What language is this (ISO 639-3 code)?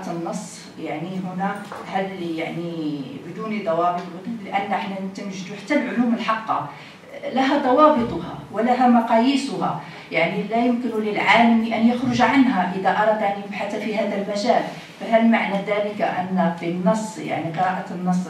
ara